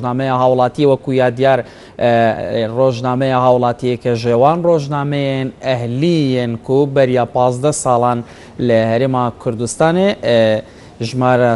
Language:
Central Kurdish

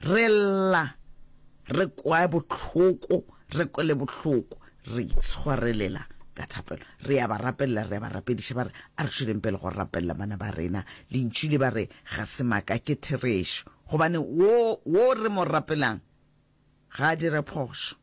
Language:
Northern Sotho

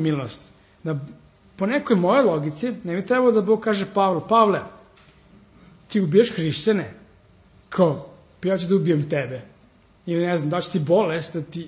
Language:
Serbian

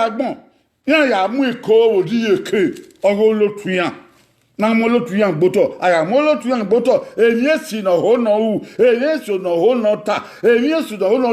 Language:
Bini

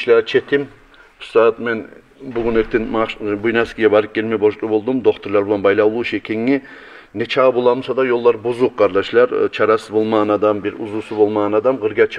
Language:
Kumyk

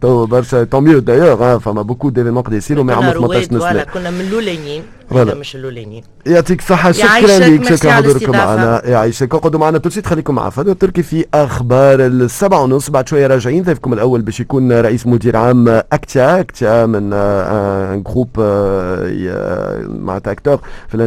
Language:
Tunisian Arabic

